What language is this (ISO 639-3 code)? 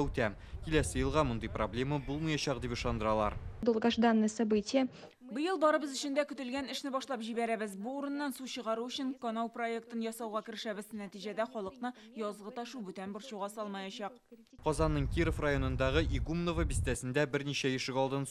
tat